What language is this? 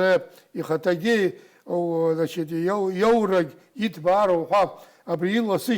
Abkhazian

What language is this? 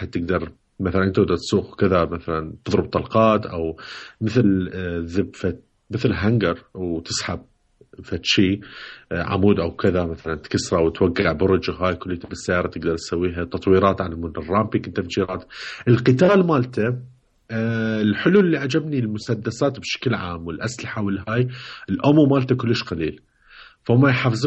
Mesopotamian Arabic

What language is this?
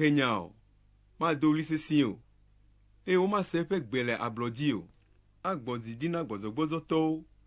Ewe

